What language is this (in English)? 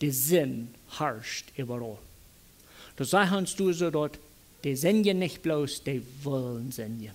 Plautdietsch